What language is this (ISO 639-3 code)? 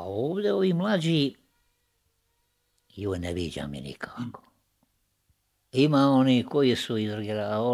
bos